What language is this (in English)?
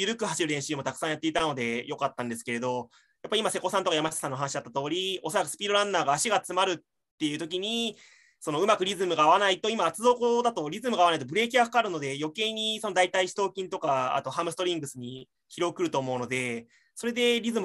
Japanese